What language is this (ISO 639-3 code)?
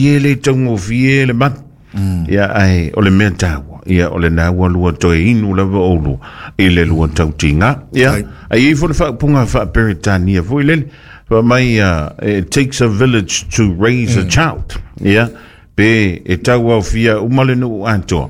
smo